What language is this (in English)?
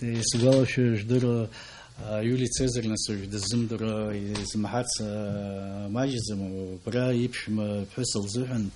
Abkhazian